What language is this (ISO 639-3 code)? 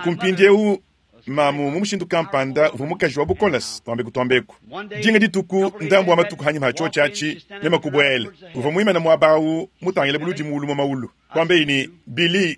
lua